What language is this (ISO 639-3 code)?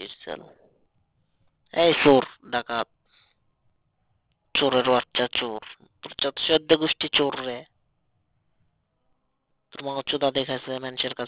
ben